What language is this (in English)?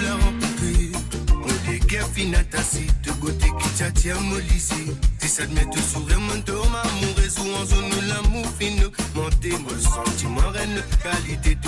Morisyen